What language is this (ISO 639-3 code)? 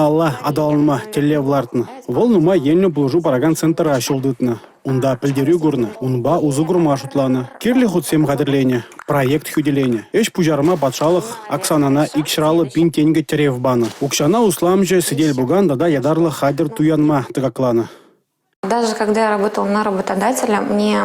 chv